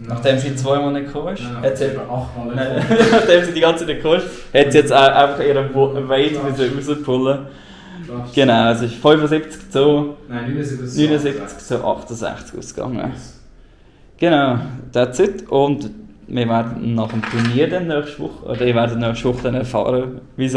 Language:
Swiss German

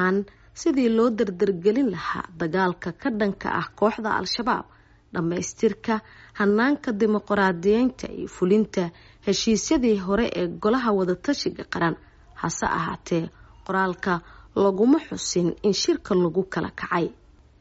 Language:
Somali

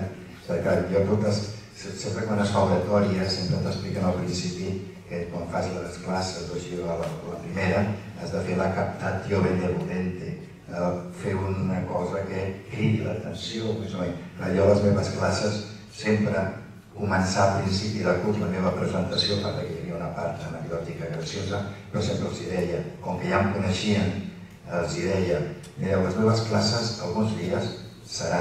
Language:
Catalan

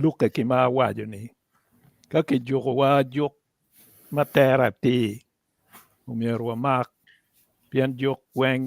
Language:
Acoli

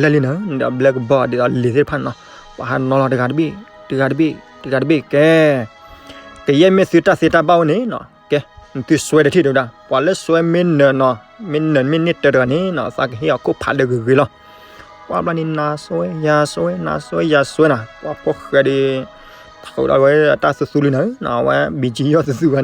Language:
S'gaw Karen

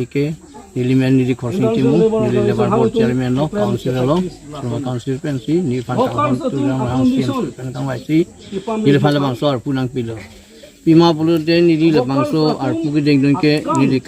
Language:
Karbi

